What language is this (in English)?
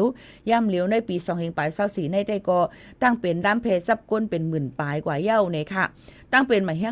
Shan